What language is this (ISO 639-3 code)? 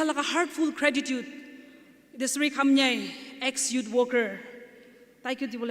nag